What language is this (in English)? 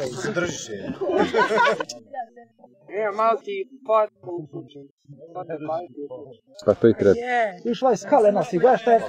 Croatian